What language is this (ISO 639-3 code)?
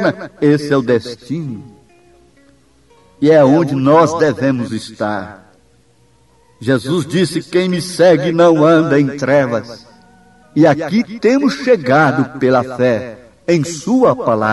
por